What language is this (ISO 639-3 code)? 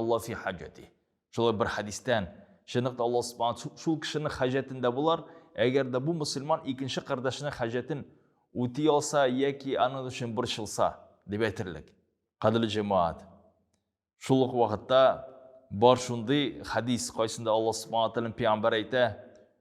tat